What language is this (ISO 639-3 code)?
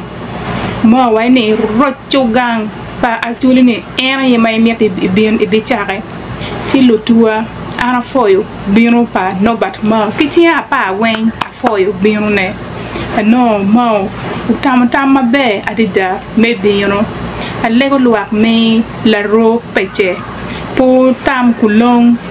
ach